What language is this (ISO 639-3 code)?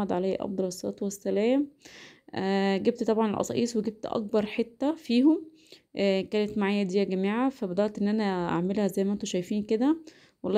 arz